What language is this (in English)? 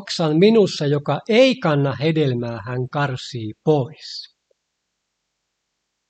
Finnish